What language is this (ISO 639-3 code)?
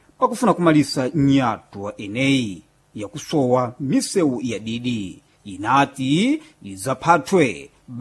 seh